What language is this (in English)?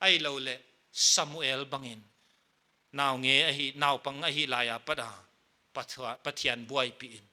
Paite Chin